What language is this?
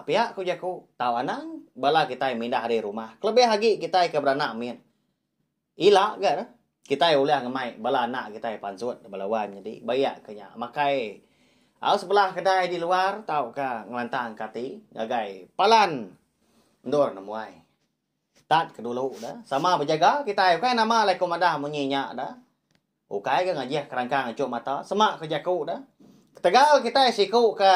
Iban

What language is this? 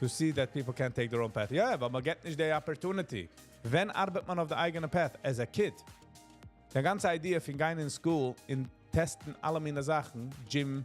Yiddish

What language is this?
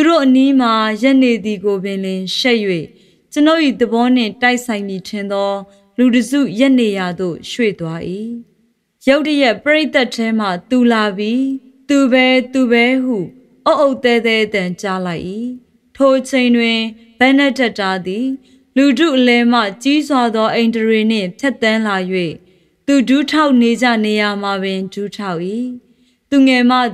Burmese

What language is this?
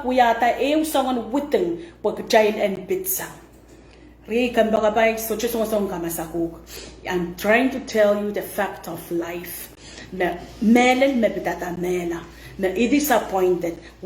Pohnpeian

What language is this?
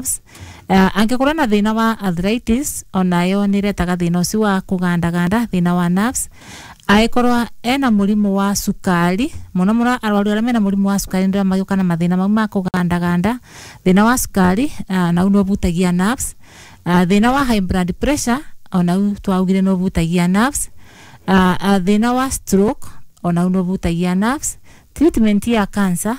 Kikuyu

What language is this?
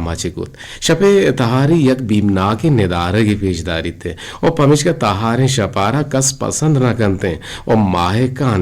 Eastern Balochi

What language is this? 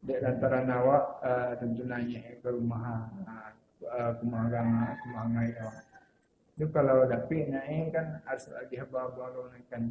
Minangkabau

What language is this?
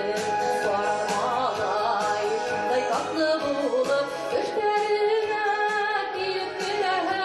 Bashkir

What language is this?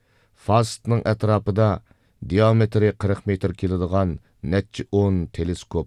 Uyghur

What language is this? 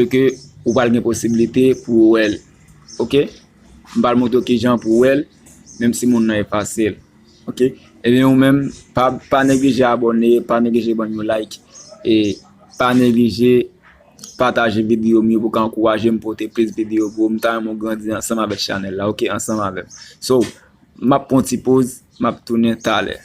Haitian Creole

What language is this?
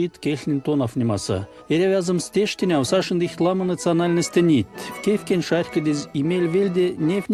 Erzya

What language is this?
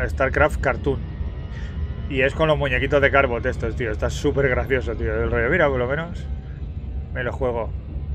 Spanish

